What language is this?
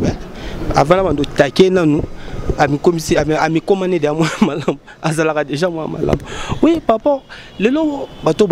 Lingala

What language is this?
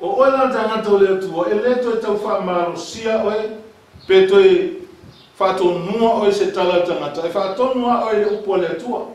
Samoan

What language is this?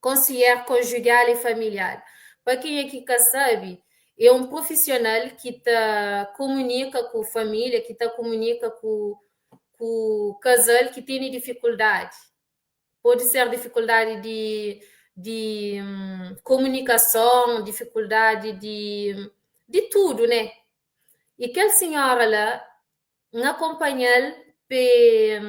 Kabuverdianu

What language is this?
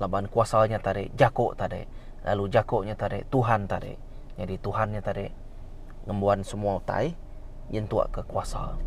Iban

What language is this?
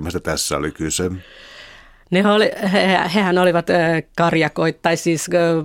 Finnish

